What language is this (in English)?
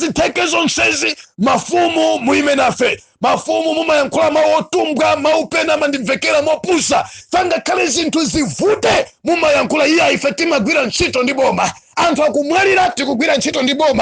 Nyanja